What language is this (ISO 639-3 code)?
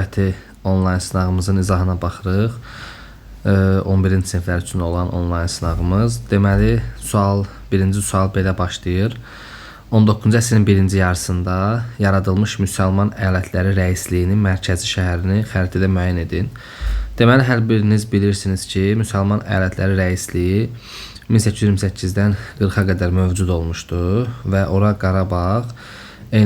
aze